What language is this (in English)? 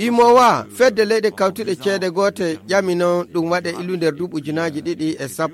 Fula